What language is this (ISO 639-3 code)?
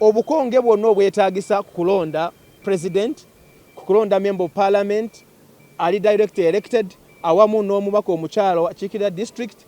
nyn